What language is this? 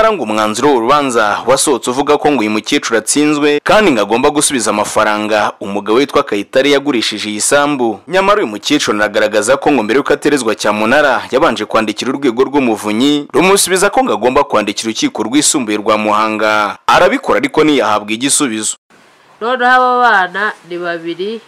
Kinyarwanda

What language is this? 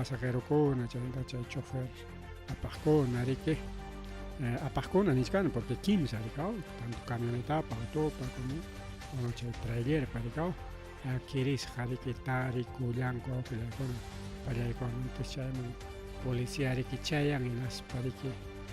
Ayacucho Quechua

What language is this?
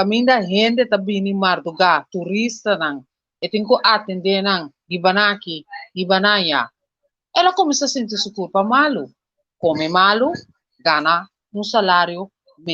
Papiamento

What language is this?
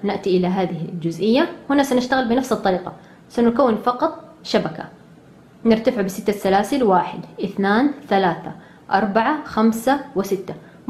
Arabic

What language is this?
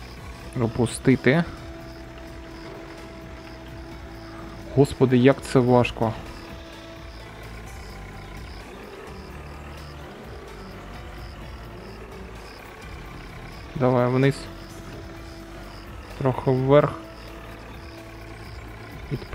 Ukrainian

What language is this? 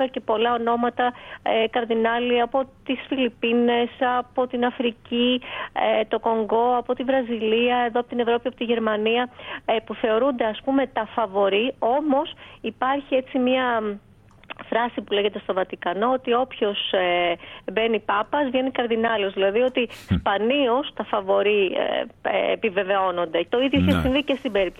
Greek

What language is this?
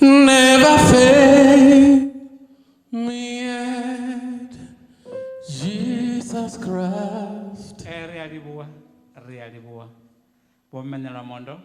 Venda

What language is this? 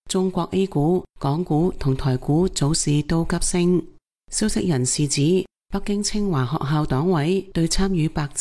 Cantonese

